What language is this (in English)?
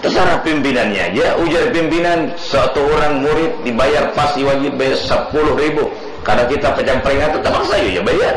Banjar